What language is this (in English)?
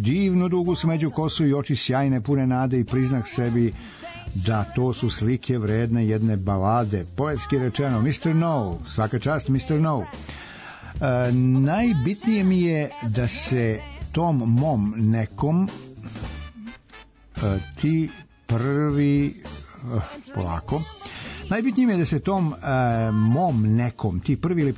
Serbian